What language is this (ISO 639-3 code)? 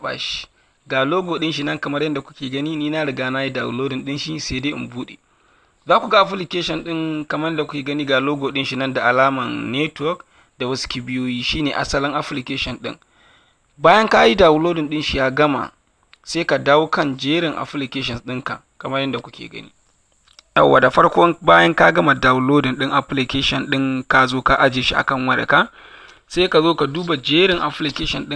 hau